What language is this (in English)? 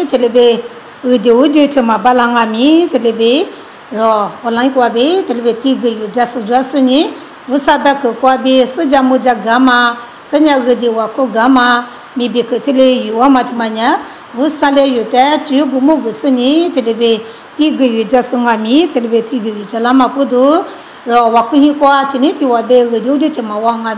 Lisu